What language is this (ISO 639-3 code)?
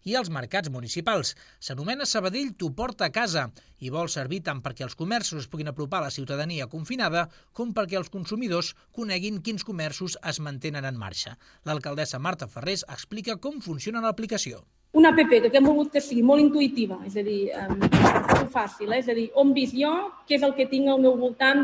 cat